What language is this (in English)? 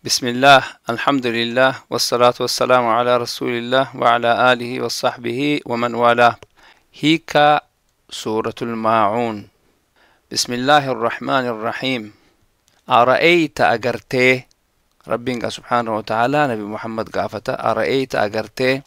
Oromo